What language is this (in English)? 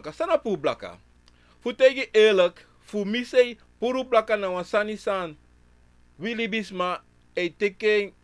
Sranan Tongo